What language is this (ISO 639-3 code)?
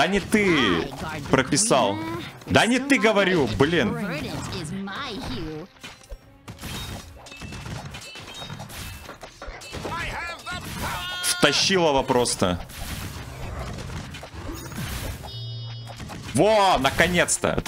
rus